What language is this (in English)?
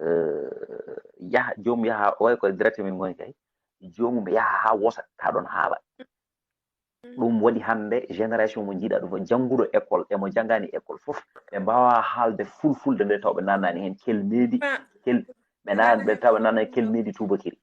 Fula